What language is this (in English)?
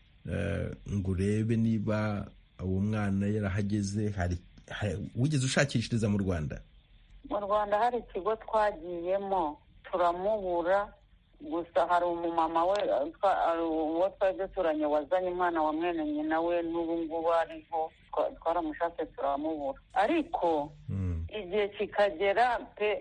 Kinyarwanda